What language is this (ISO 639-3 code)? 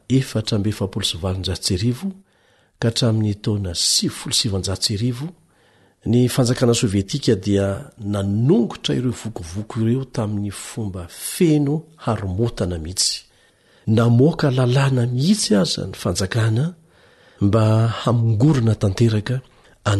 mlg